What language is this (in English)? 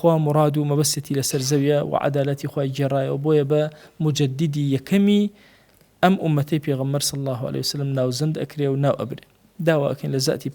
Central Kurdish